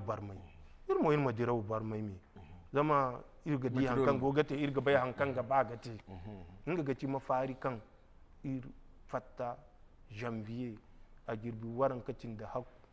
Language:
Zarma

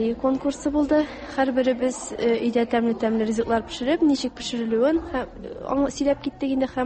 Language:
Tatar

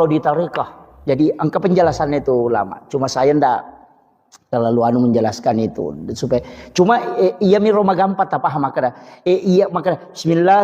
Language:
Buginese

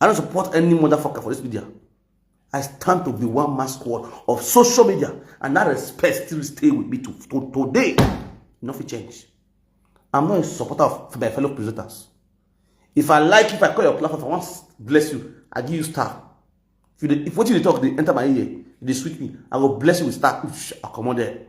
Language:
Nigerian Pidgin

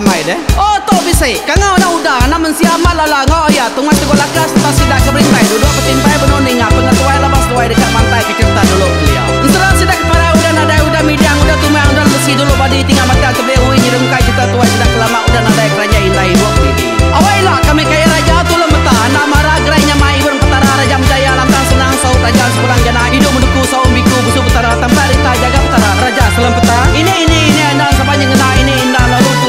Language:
Iban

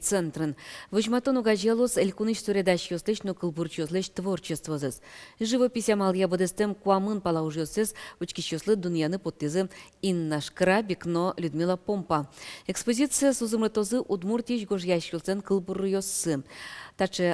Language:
Udmurt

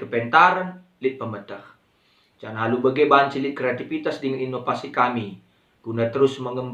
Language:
Batak Karo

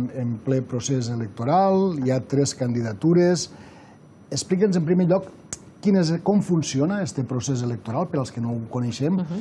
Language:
Catalan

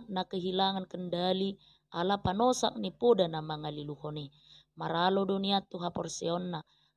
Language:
Batak Toba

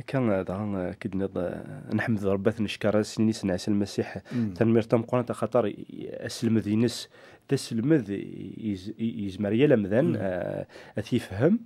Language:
Kabyle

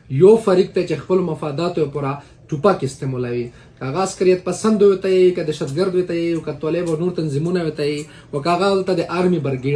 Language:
Pashto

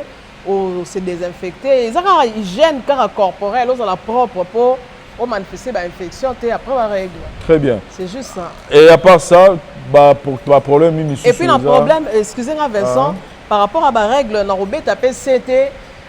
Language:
Lingala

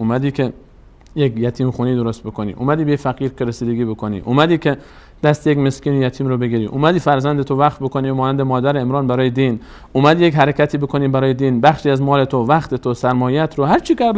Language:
Persian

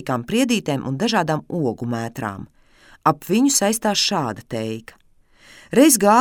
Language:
Latvian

